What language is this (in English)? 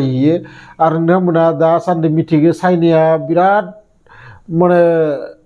Bodo